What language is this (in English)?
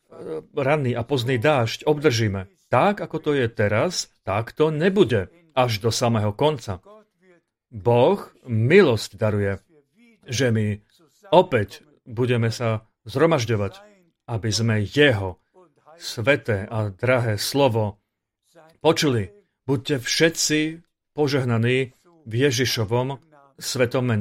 Slovak